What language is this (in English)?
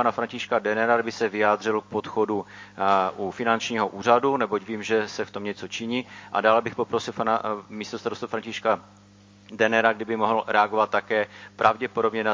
Czech